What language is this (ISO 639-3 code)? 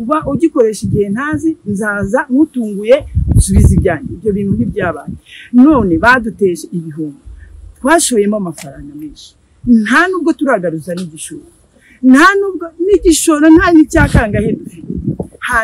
kin